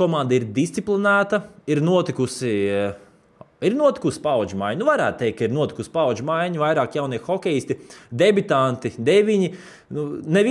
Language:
Latvian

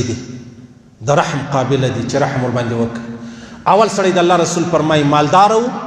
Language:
Pashto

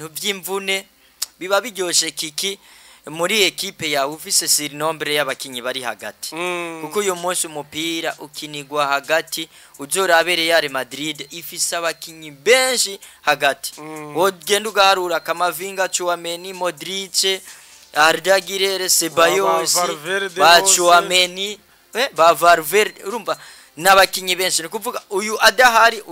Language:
Rundi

